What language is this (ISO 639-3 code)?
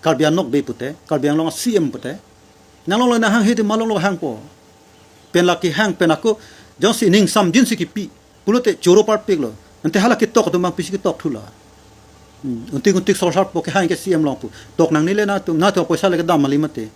mjw